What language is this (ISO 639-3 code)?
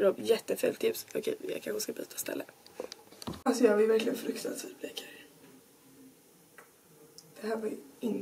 swe